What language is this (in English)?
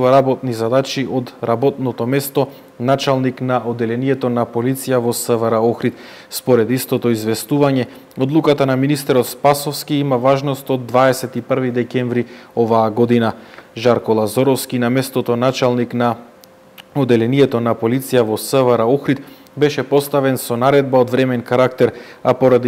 Macedonian